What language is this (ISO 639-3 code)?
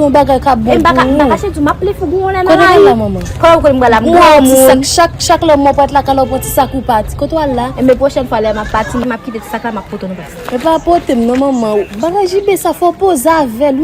hat